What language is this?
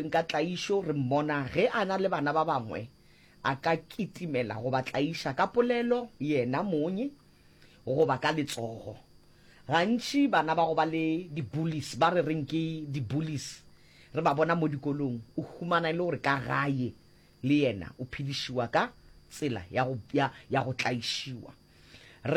Northern Sotho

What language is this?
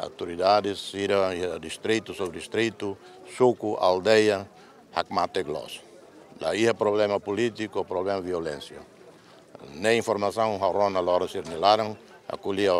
Tetum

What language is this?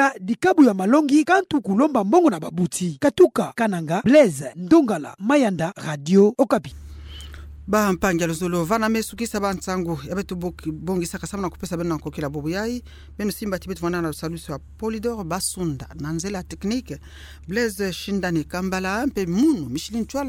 Kituba (Democratic Republic of Congo)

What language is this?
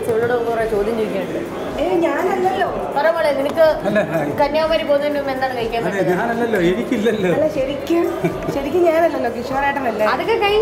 Malayalam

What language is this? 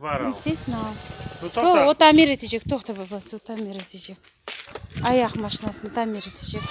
Crimean Tatar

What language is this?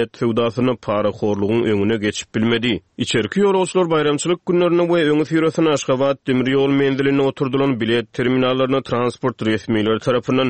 Turkmen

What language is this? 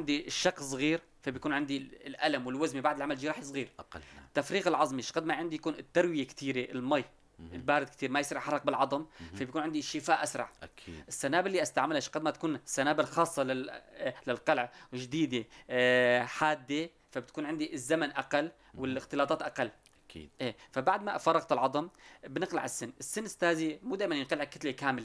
North Levantine Arabic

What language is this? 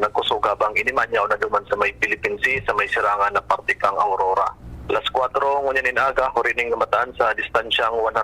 Bikol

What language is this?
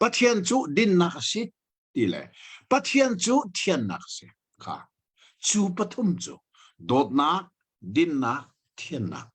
Hakha Chin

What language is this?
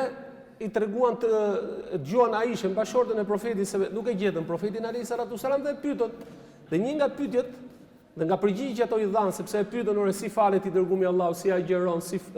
Albanian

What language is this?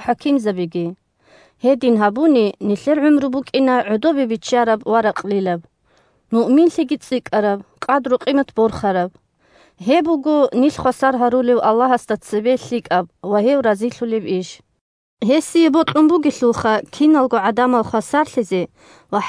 Avaric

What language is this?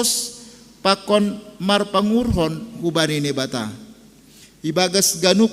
Batak Simalungun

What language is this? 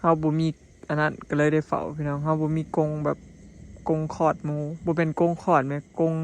Lao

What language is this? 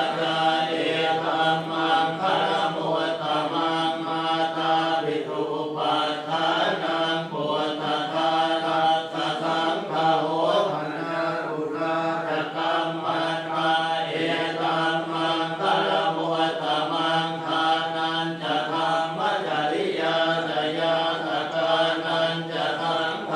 Pali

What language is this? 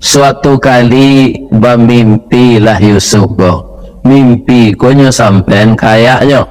Minangkabau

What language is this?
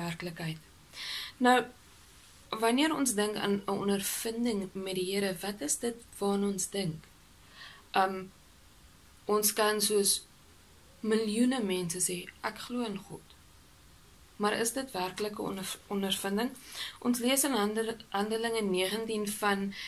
Afrikaans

